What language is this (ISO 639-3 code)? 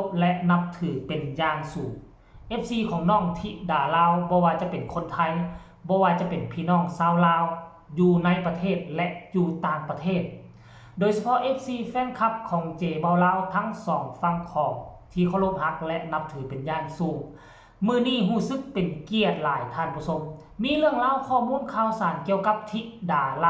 tts